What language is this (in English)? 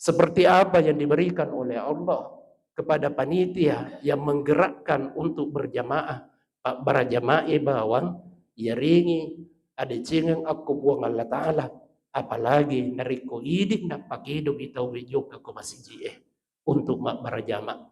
Buginese